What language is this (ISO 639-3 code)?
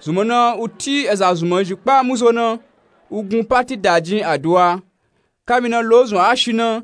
nup